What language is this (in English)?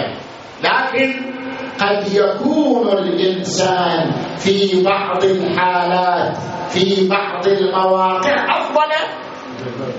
Arabic